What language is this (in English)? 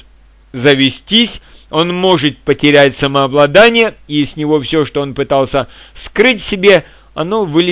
Russian